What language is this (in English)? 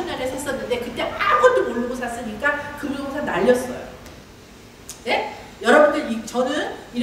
Korean